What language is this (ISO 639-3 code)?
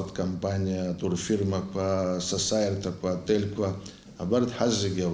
abk